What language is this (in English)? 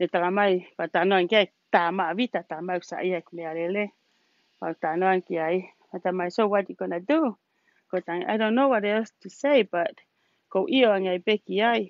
Tongan